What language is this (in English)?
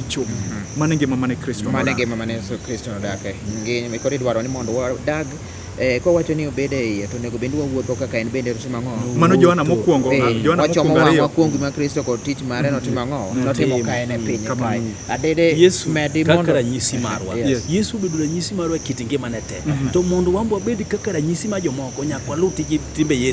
Luo (Kenya and Tanzania)